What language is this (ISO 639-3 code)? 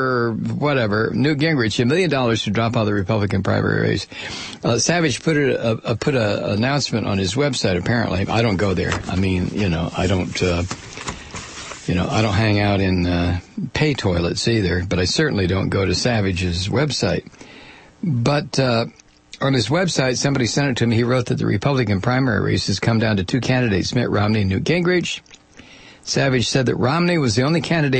eng